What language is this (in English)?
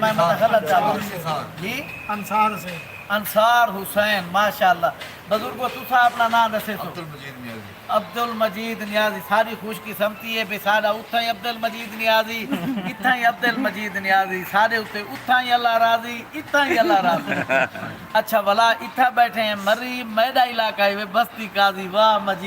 Saraiki